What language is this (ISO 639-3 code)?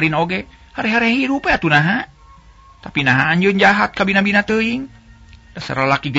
sun